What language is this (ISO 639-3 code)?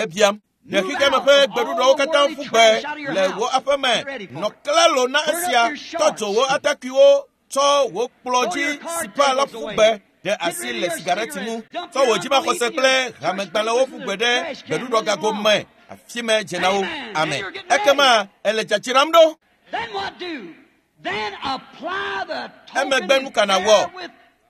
ewe